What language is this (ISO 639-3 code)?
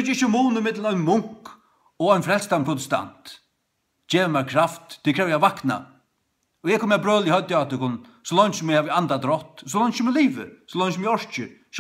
fao